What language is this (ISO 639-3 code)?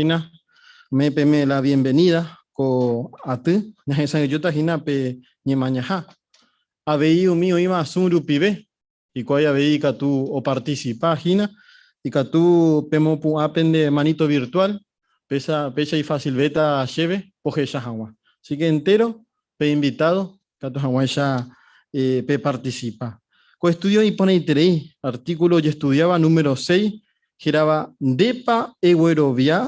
grn